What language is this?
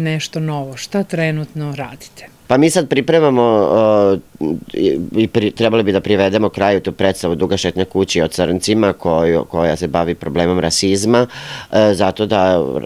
Serbian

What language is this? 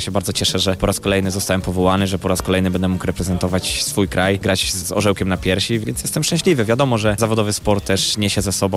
Polish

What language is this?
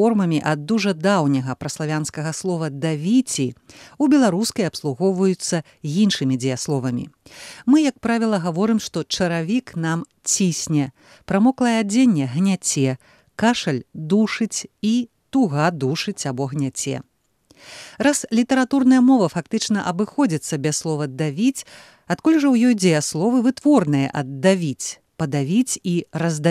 Belarusian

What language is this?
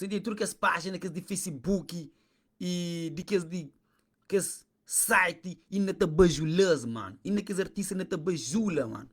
Kabuverdianu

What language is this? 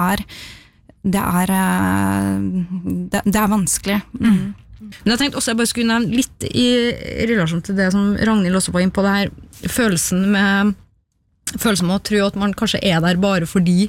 Norwegian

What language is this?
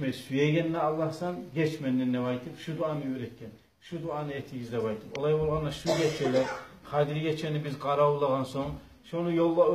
Kumyk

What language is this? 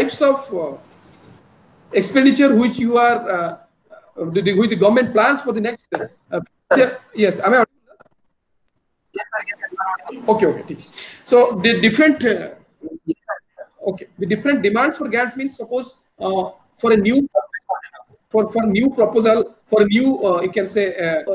English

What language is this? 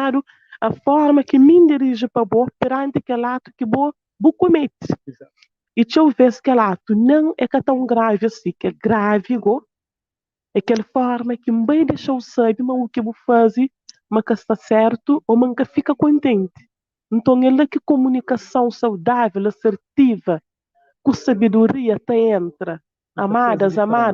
Kabuverdianu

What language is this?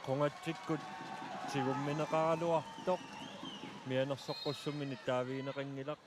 Kalaallisut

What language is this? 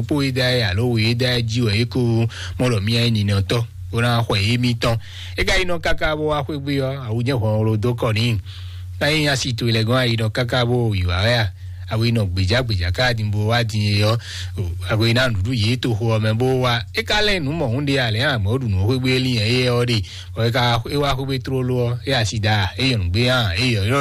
Fon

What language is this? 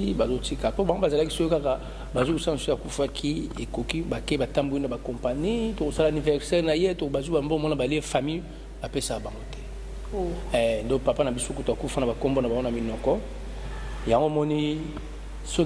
Lingala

